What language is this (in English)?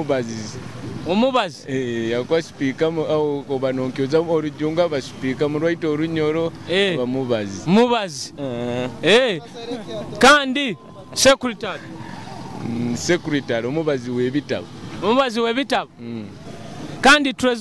Nyoro